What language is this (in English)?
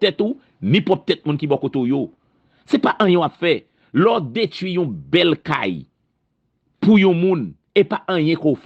Haitian Creole